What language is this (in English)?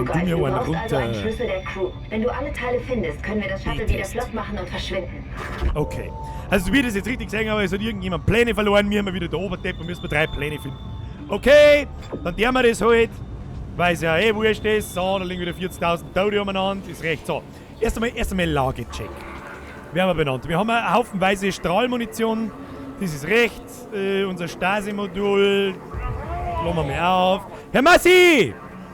Bavarian